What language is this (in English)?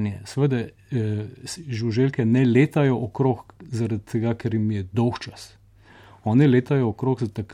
Slovenian